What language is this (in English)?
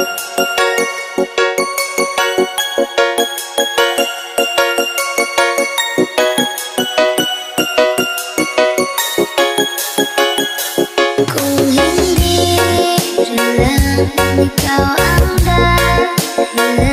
Filipino